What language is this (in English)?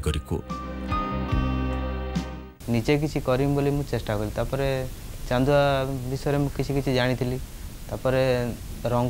Odia